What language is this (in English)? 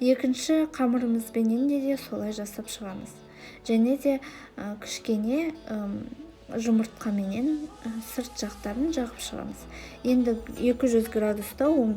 Kazakh